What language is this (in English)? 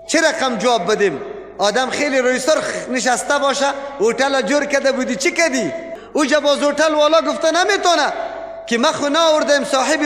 Persian